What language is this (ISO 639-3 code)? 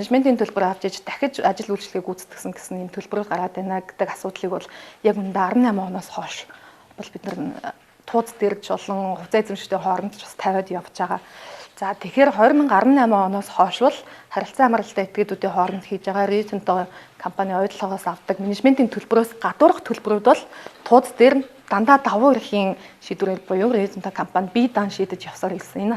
mon